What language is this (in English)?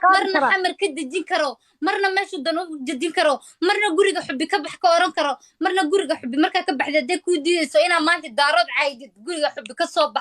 Somali